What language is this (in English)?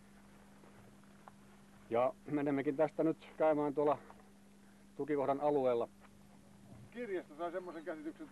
Finnish